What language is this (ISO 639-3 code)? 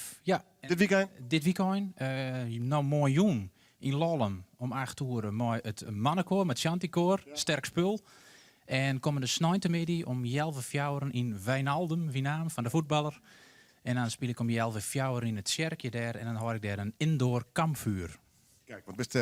fry